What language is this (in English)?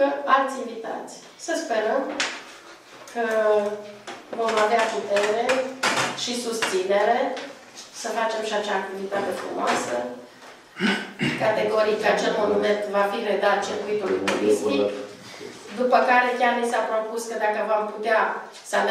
Romanian